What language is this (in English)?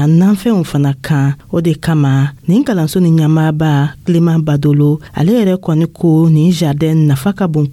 Dyula